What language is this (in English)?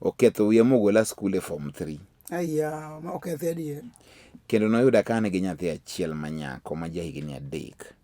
Luo (Kenya and Tanzania)